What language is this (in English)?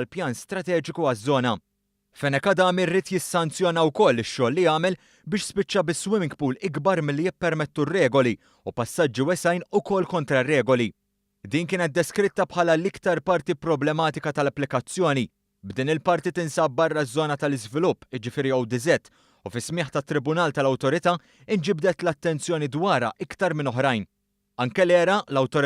Maltese